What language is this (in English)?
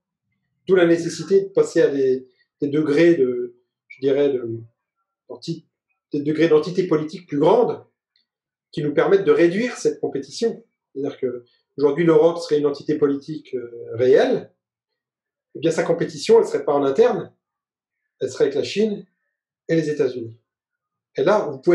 French